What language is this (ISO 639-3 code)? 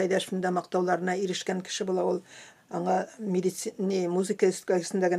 tat